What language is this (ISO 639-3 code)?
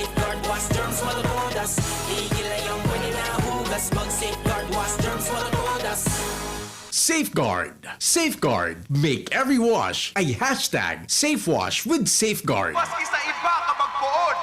bik